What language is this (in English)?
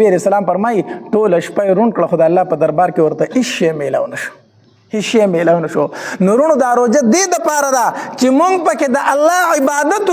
Pashto